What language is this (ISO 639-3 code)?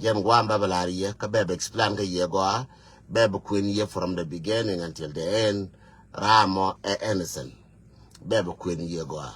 nus